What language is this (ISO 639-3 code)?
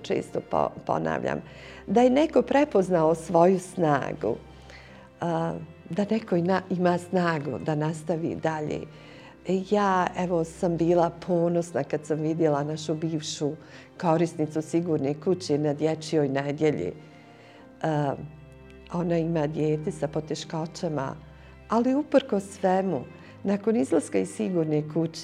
bos